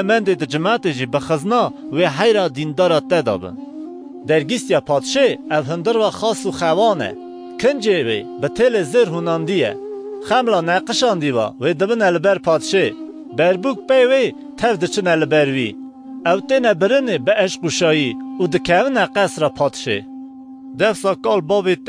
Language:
Kurdish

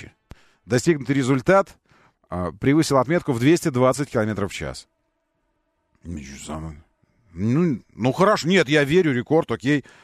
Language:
Russian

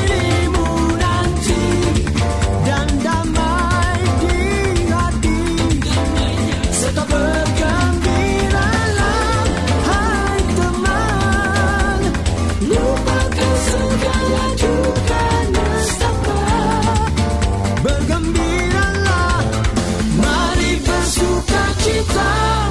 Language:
Indonesian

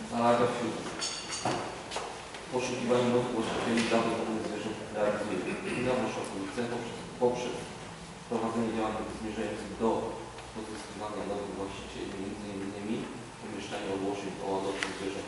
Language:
Polish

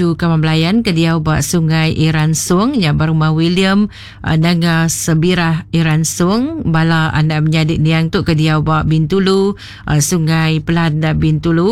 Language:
Iban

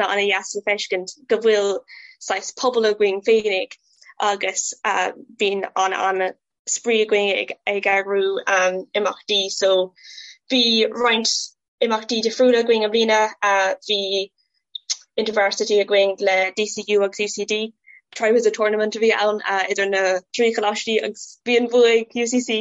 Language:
Irish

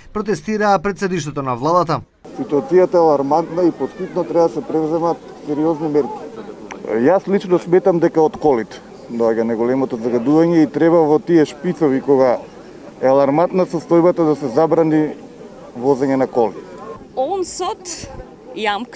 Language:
Macedonian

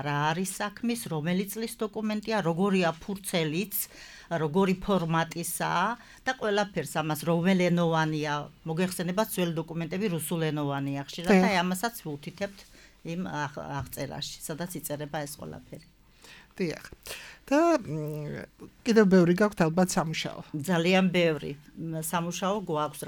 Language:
Georgian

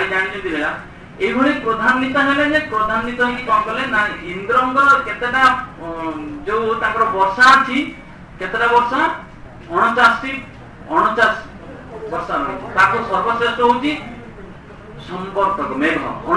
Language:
Odia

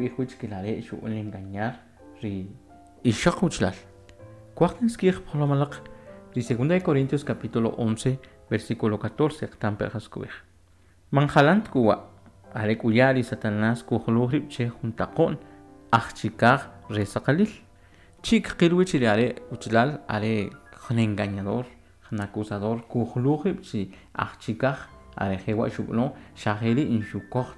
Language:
Kʼicheʼ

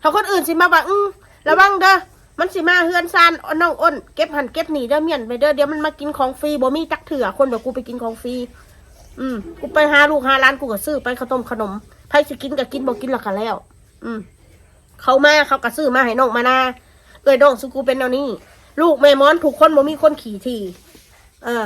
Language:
Northeastern Thai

